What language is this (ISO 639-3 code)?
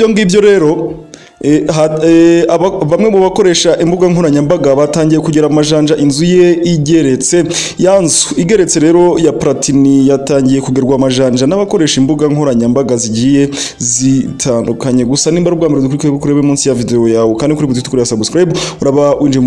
kin